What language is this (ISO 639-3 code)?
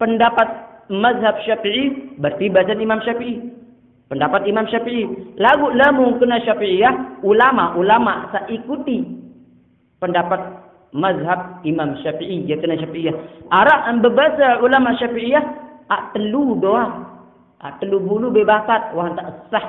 sas